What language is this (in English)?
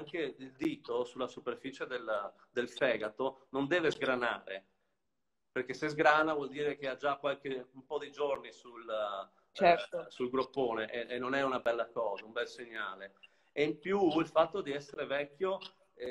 Italian